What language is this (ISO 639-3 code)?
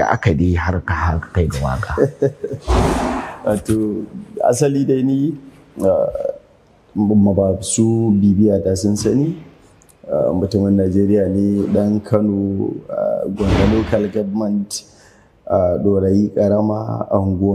hau